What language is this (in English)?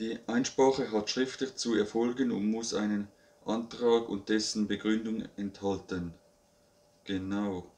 Swiss German